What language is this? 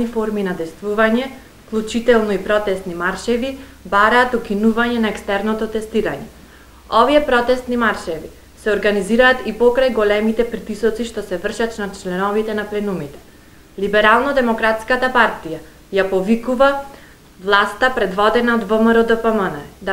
Macedonian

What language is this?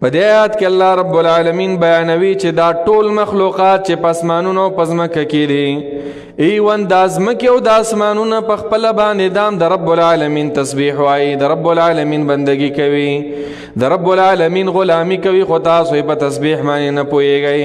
Pashto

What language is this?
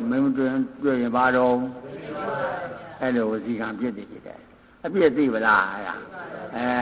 Burmese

